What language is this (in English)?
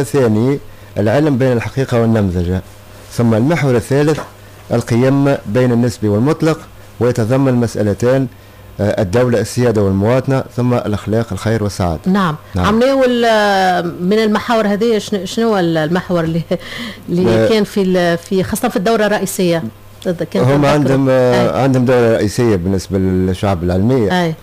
Tunisian Arabic